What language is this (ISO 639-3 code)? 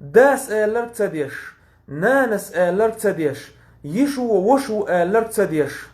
che